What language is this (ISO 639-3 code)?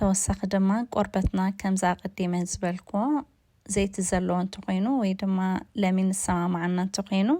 tir